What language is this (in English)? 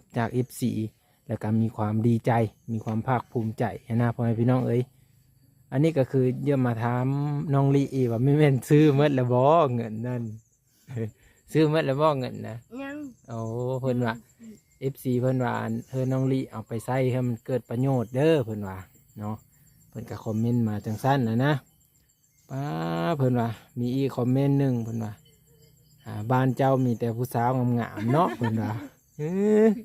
Lao